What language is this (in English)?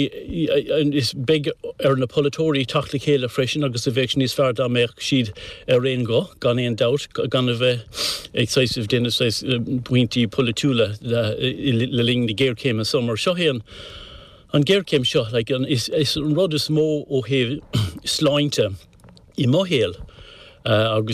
Irish